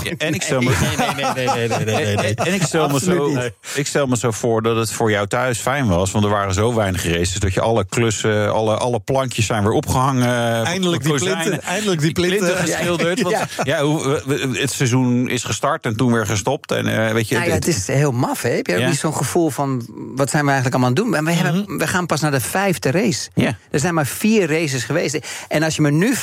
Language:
Dutch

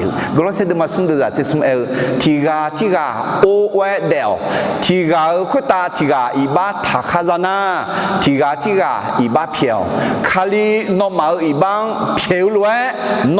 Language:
Akha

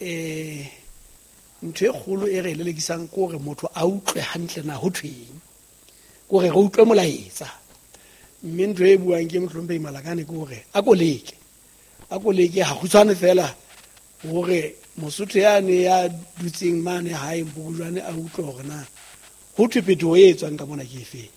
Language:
Southern Sotho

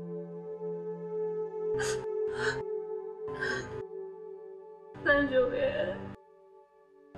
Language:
Burmese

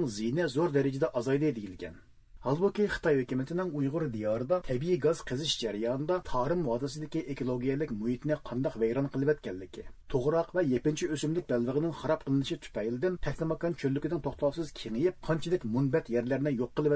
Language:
Uyghur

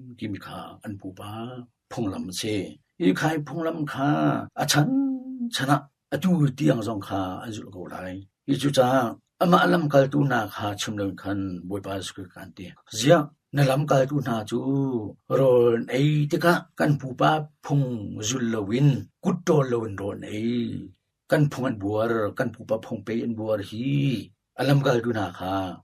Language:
Hakha Chin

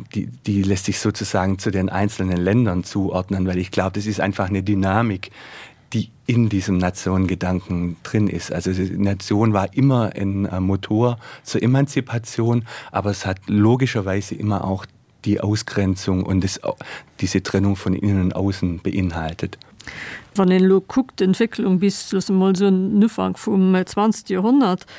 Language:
Luxembourgish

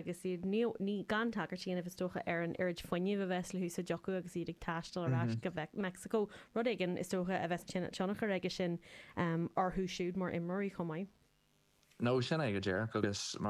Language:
Irish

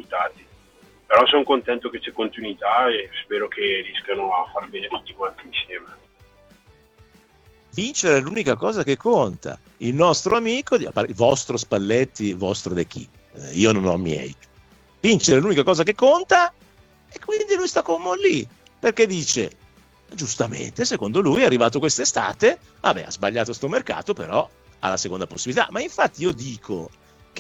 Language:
Italian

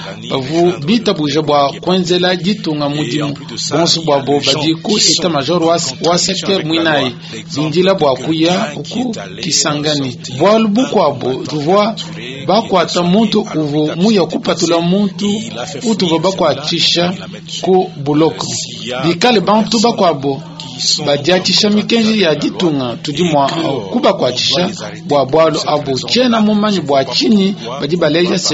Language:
Luba-Lulua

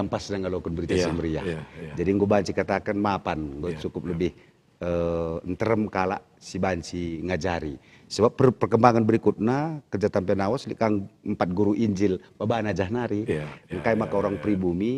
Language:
Batak Karo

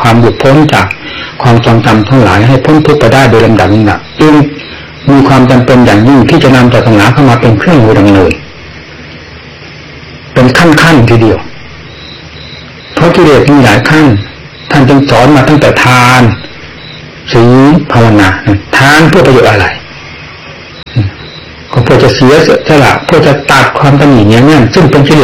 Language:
Thai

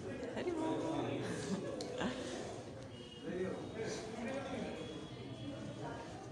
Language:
Hindi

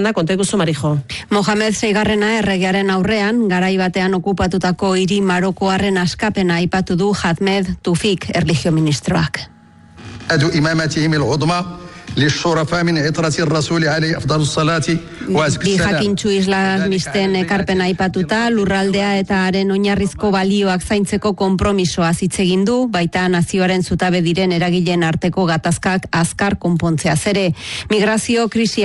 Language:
Basque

